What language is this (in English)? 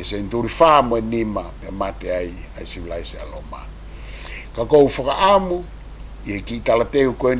Tongan